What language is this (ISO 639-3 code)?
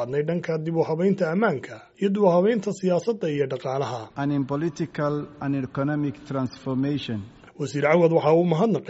som